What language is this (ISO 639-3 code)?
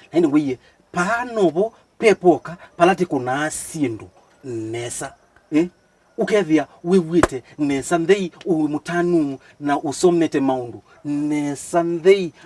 kam